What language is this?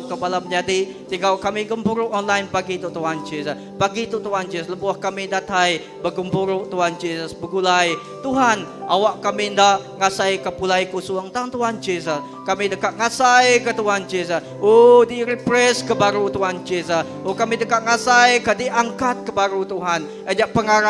Iban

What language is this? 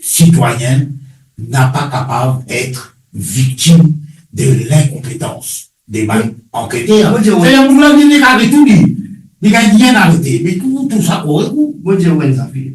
Morisyen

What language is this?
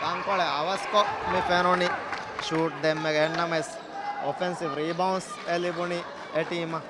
Divehi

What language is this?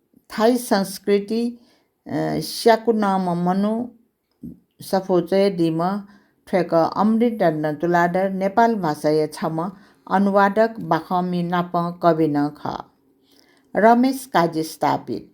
Newari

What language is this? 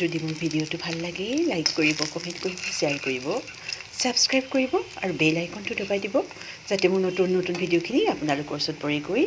Assamese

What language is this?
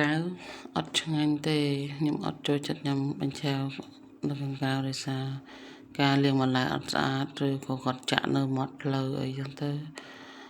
Khmer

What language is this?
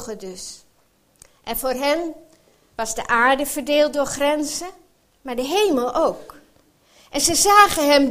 Dutch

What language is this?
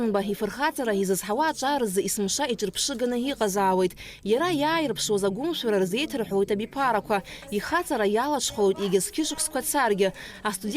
Abkhazian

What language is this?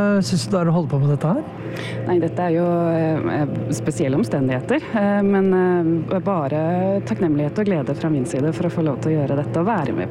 Norwegian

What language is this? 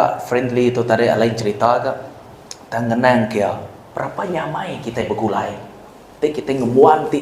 Iban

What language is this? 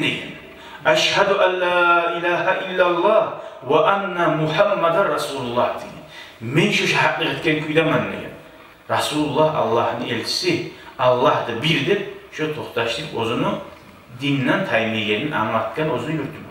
Kumyk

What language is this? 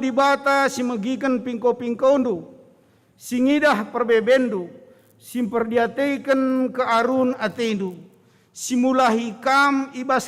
Batak Karo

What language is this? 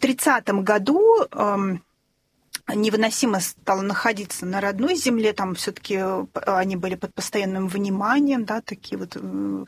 Russian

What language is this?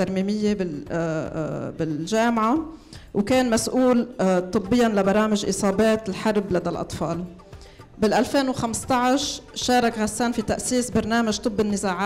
North Levantine Arabic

